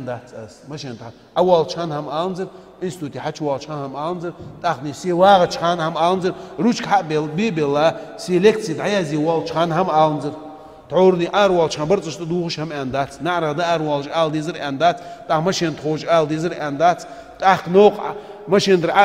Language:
Ingush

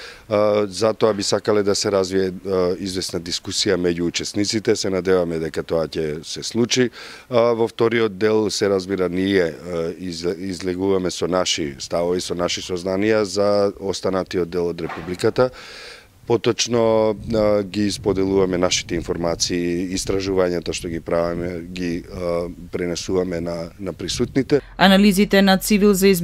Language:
Macedonian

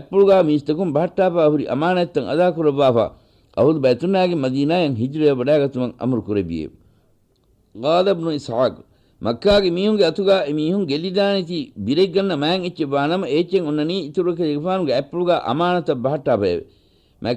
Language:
Divehi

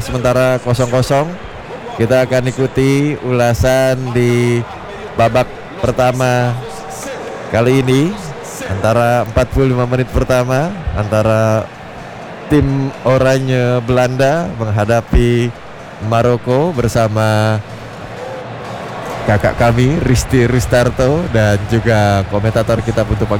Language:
Indonesian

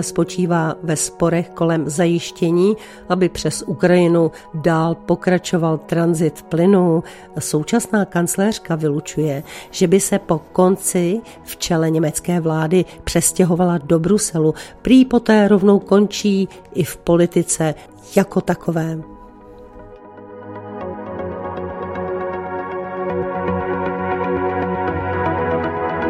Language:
Czech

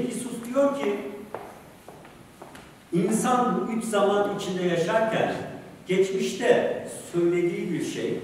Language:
Turkish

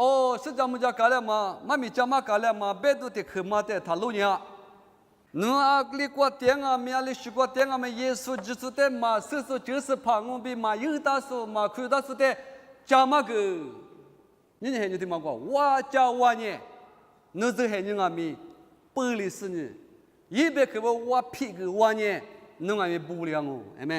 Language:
Lisu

